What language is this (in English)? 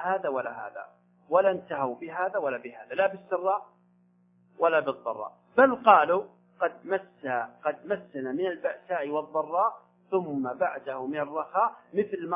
Arabic